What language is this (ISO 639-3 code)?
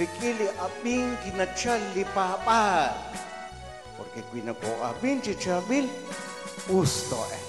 kek